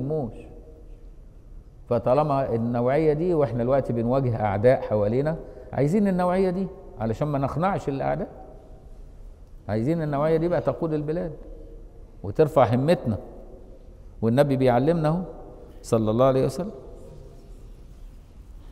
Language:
Egyptian Arabic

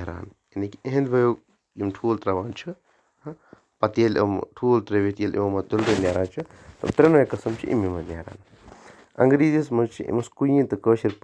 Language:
Kashmiri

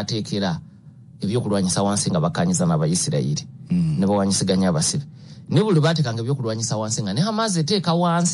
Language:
Ganda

